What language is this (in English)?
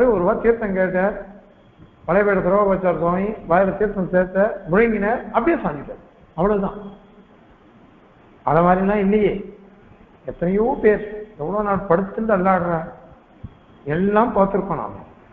Tamil